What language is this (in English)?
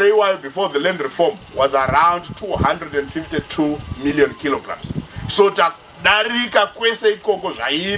Shona